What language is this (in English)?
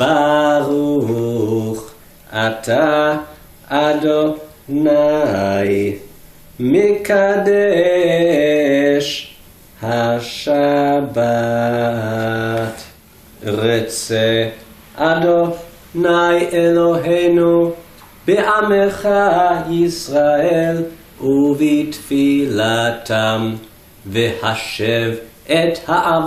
Hebrew